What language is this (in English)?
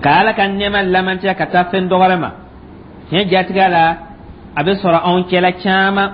Dyula